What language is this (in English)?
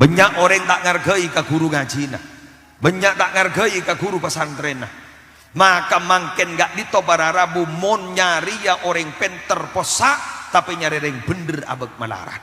Madurese